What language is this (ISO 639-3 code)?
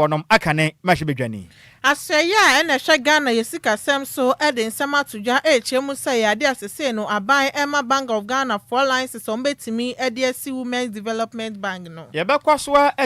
aka